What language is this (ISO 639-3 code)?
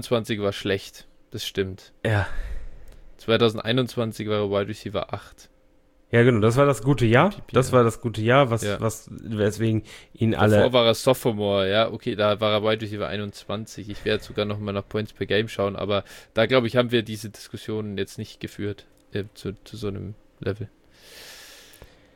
deu